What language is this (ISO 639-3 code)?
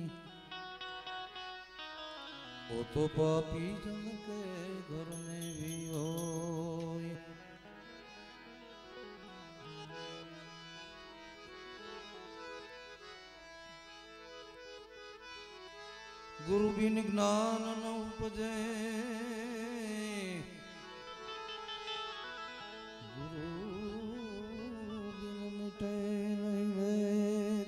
hin